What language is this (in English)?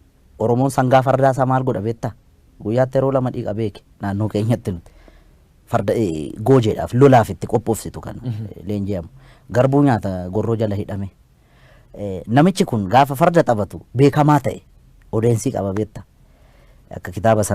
Oromo